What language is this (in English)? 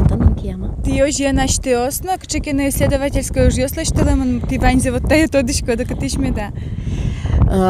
Udmurt